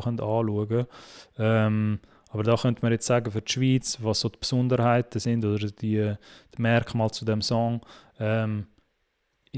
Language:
Swiss German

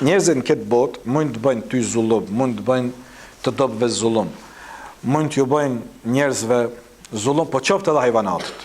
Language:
Albanian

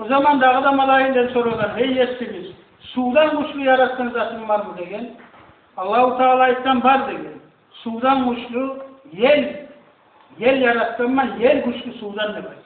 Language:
Kumyk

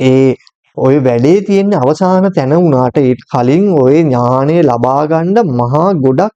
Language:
Sinhala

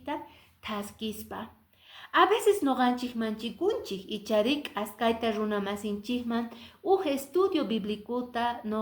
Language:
Quechua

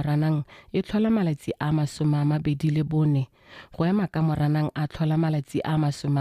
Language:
Tswana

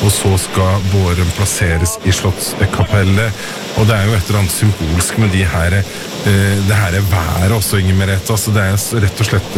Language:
Norwegian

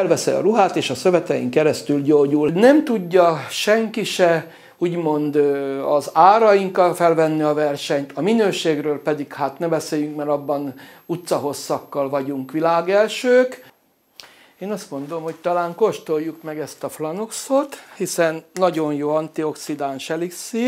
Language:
Hungarian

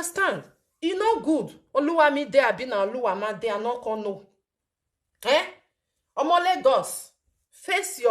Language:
Nigerian Pidgin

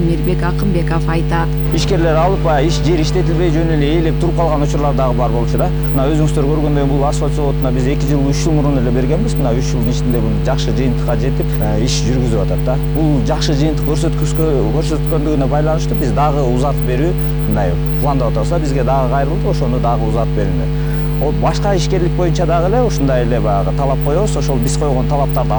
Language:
Kyrgyz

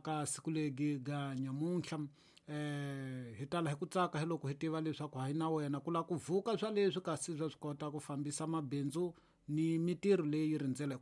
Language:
Tsonga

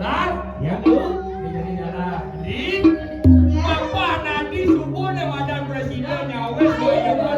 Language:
Balinese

